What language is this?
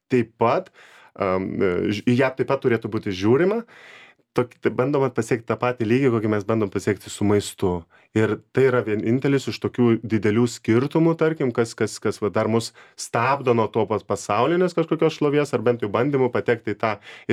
Lithuanian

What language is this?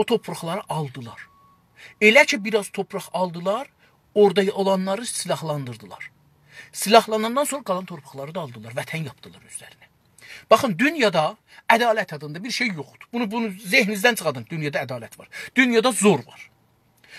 South Azerbaijani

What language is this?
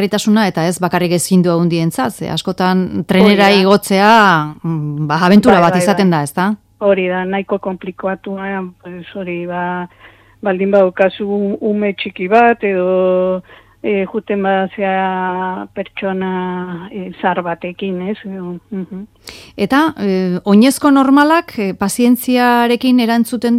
Basque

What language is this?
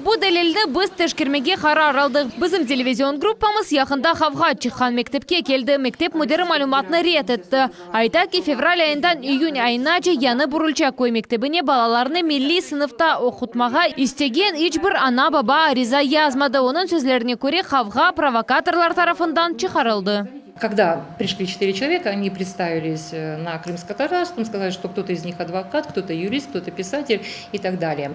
Crimean Tatar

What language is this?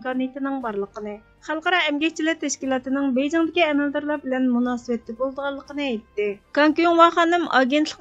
Uyghur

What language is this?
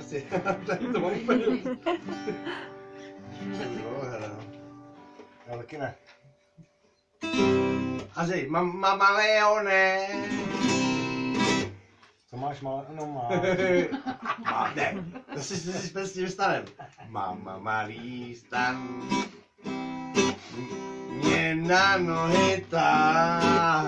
Czech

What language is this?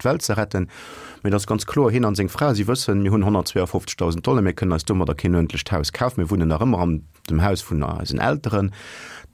Luxembourgish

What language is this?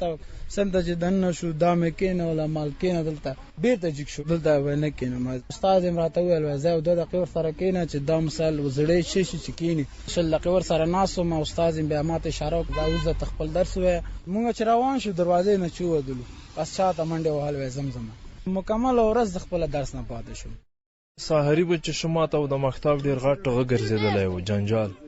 Pashto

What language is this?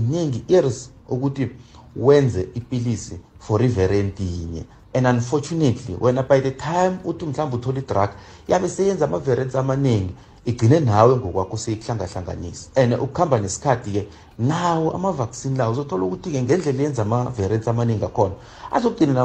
South Ndebele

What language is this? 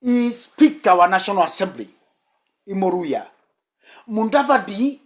Meru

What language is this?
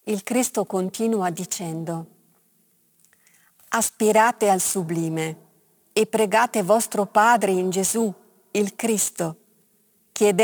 Italian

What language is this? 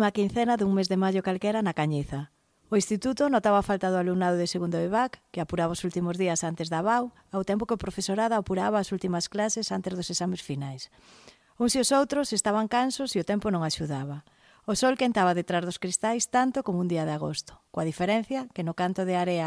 Galician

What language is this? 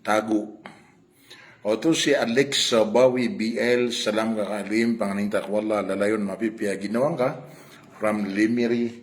Maranao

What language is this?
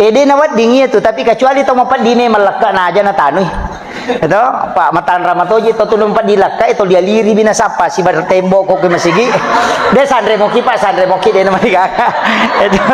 Buginese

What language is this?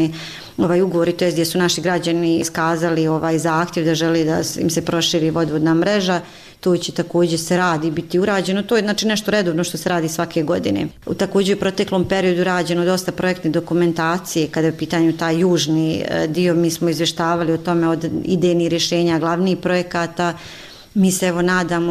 Bosnian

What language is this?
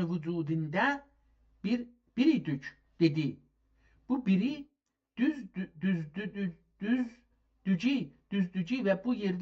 South Azerbaijani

